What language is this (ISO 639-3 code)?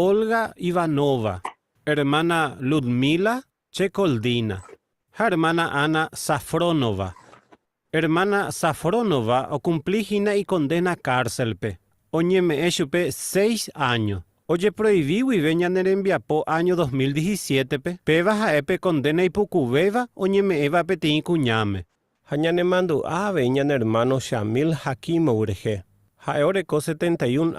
grn